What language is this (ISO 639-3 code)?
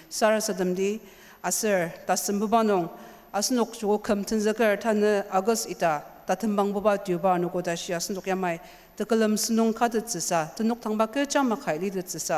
njo